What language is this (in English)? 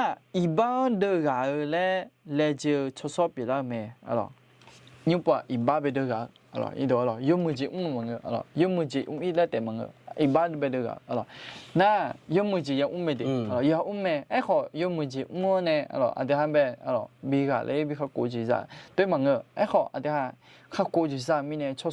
Akha